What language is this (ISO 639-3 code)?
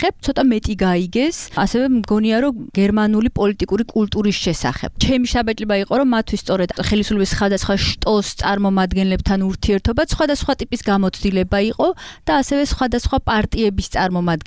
kat